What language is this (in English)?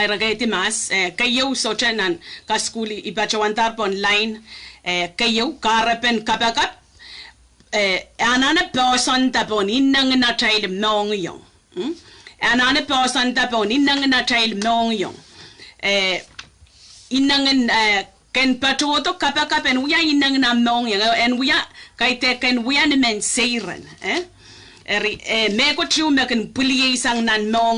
Pohnpeian